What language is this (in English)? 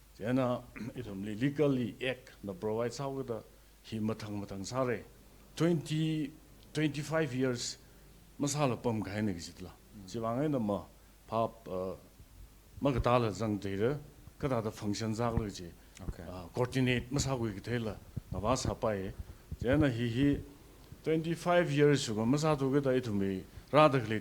Tangkhul Naga (India)